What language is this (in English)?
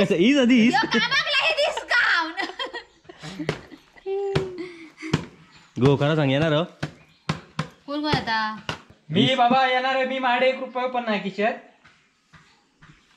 Marathi